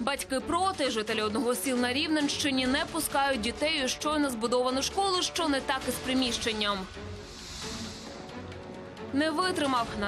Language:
Ukrainian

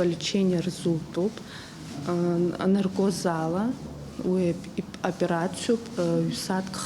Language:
Abkhazian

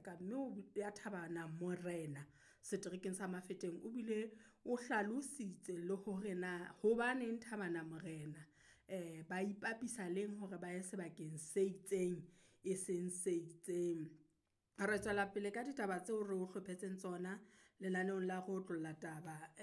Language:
Southern Sotho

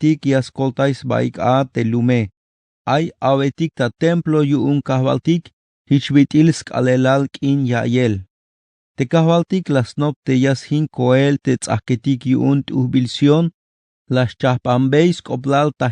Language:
Tzeltal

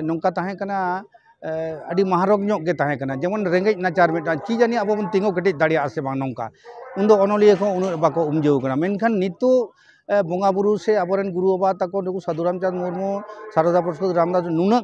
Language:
Santali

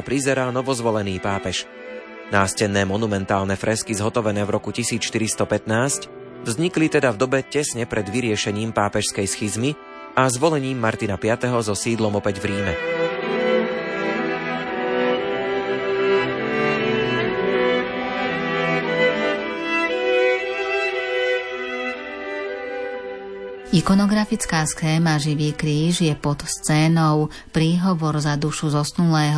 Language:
Slovak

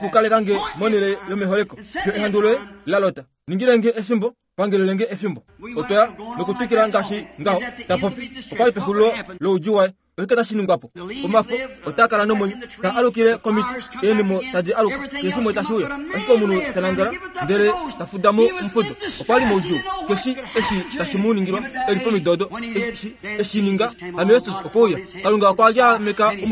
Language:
Kuanyama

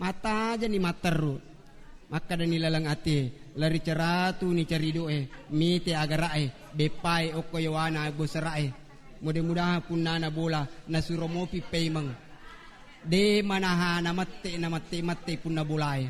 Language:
Buginese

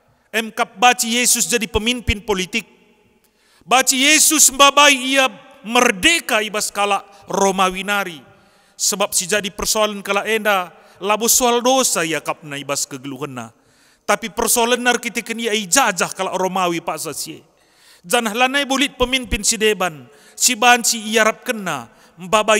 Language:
Batak Karo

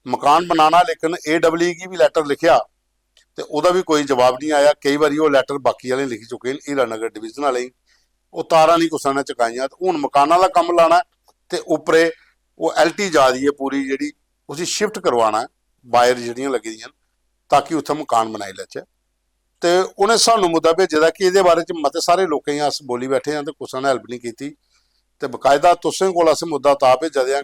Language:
Dogri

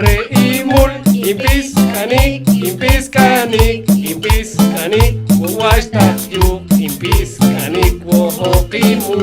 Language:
Poqomchi'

